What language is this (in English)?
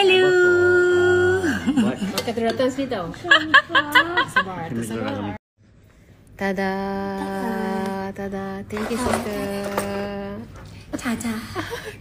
Malay